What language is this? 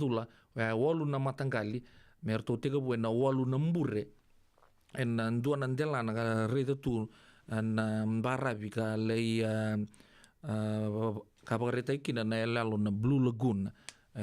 Fijian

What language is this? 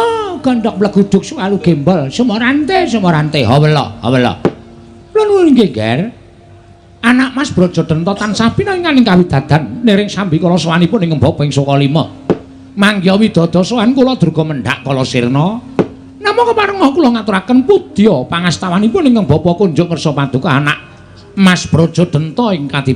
Javanese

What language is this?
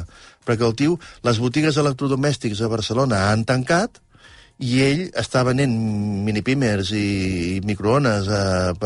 Catalan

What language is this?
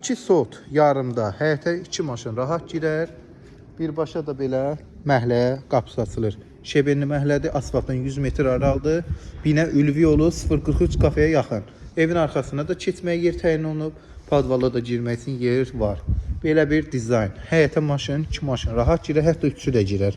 Azerbaijani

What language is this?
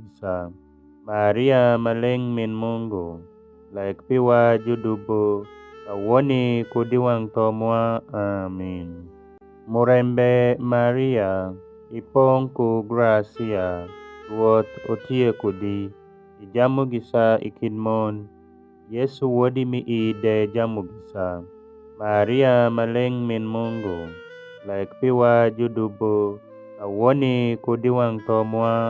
Alur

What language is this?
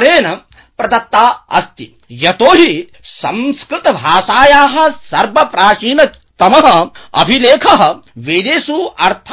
Sanskrit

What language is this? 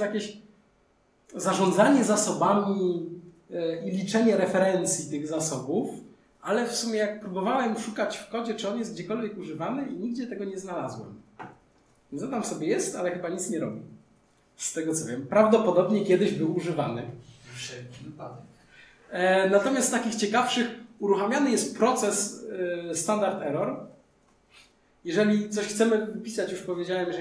Polish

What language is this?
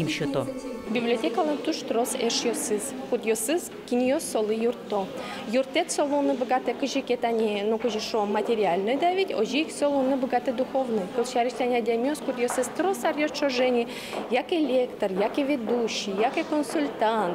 Udmurt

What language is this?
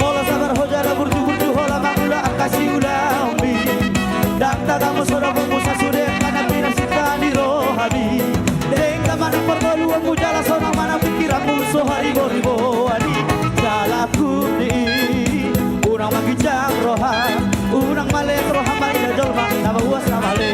Batak Toba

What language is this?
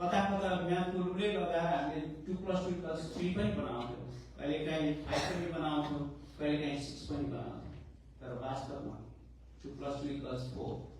Nepali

